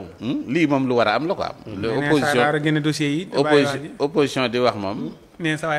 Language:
Wolof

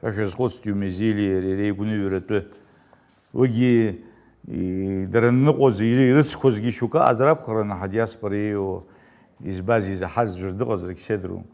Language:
Abkhazian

